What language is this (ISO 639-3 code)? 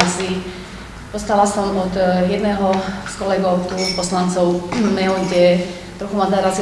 slk